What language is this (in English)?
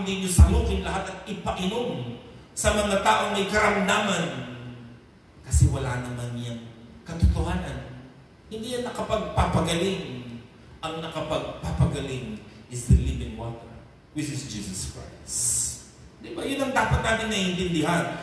Filipino